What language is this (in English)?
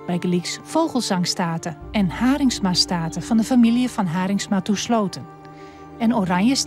Western Frisian